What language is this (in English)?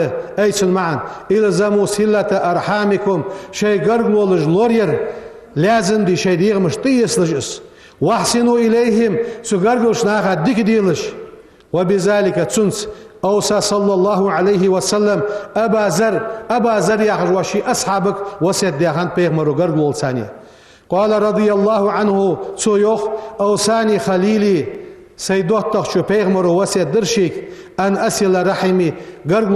Ingush